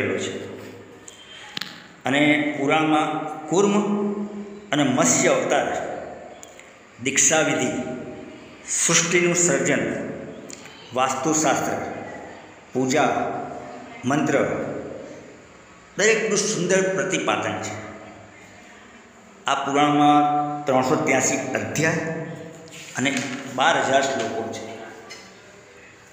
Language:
Gujarati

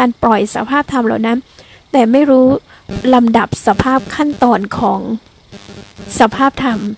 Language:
Thai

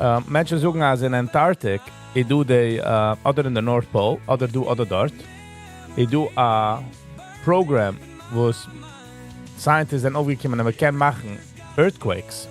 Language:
Yiddish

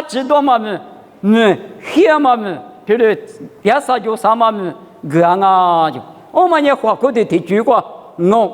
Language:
Lisu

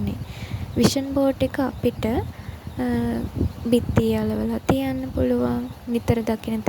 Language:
Sinhala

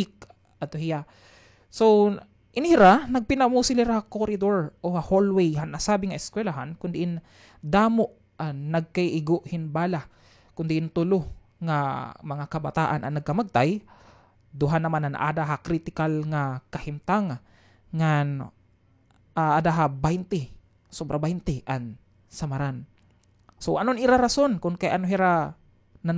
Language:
Waray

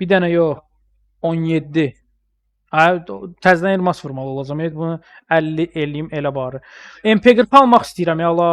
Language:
Azerbaijani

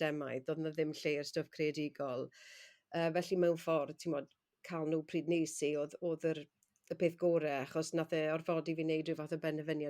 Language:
Welsh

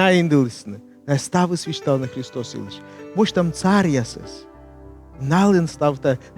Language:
Komi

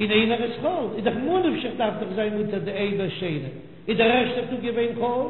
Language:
Yiddish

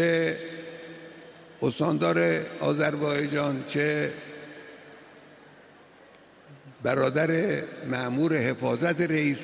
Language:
Persian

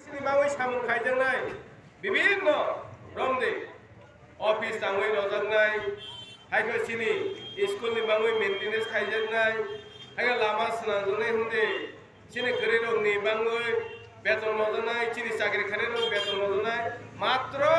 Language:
Kok Borok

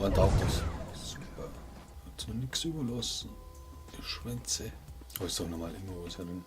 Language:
Bavarian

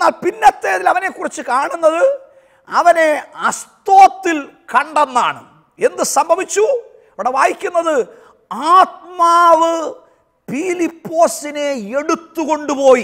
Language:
Malayalam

